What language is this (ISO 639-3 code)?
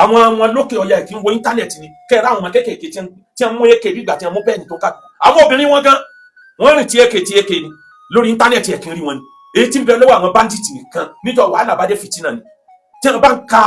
yor